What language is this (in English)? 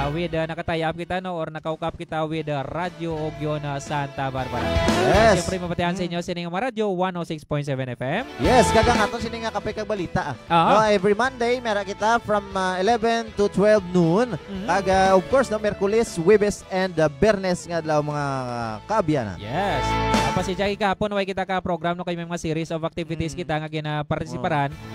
Hiligaynon